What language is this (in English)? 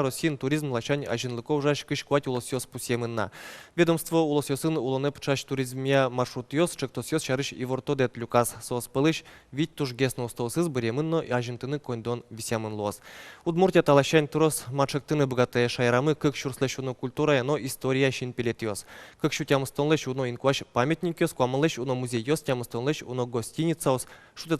Udmurt